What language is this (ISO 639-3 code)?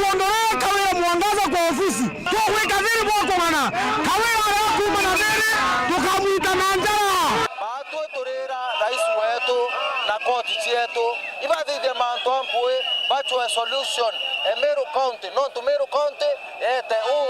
mer